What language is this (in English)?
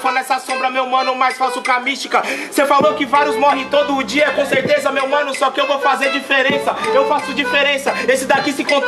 Portuguese